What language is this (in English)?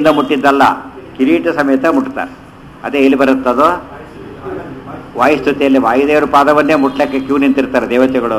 Kannada